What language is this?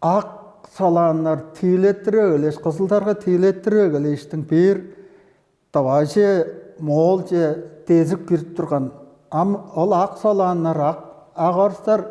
Tuvinian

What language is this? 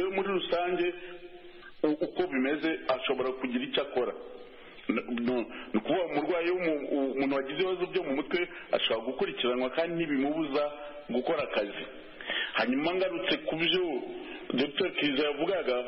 Kinyarwanda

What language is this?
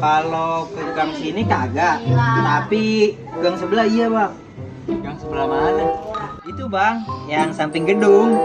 Betawi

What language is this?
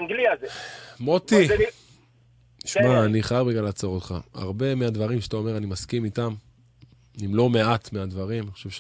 Hebrew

